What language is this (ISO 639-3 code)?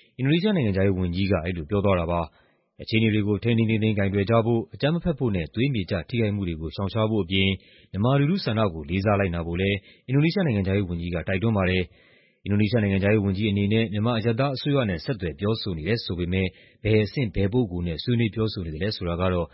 mya